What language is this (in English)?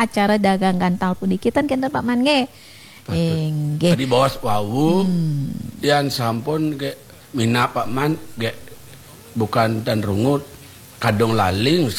Balinese